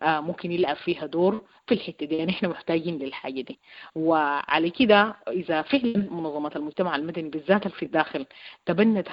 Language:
Sudanese Arabic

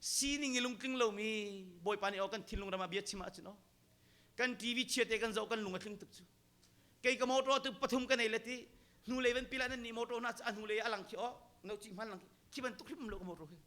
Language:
Hakha Chin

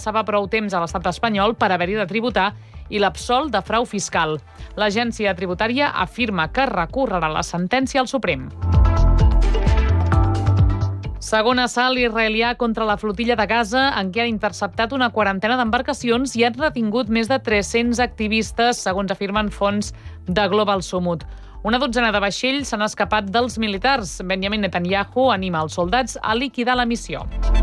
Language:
Catalan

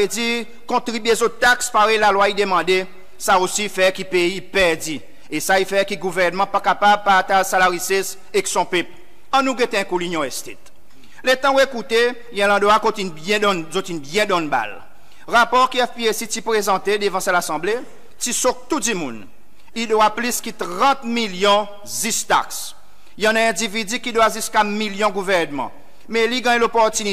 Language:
Seselwa Creole French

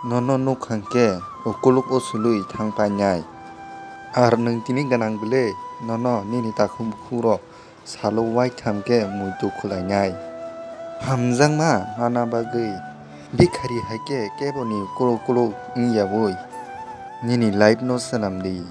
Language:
Kok Borok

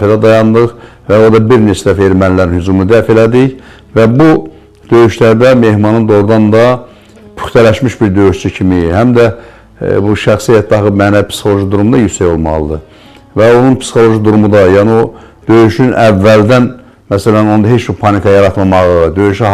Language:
Azerbaijani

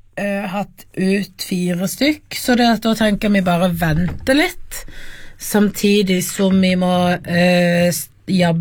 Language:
Norwegian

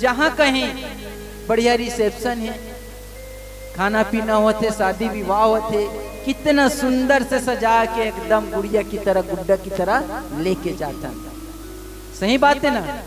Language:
Chhattisgarhi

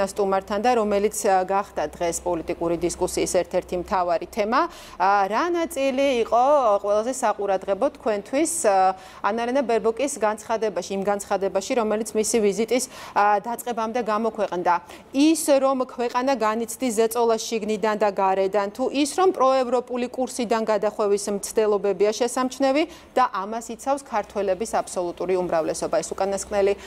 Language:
Georgian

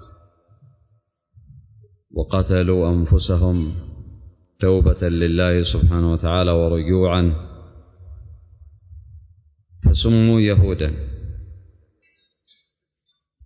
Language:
Arabic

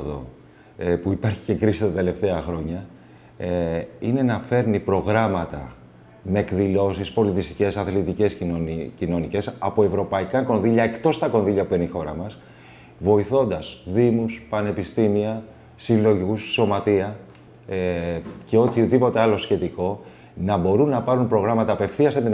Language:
Greek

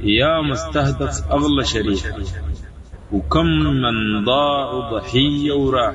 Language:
Sudanese Arabic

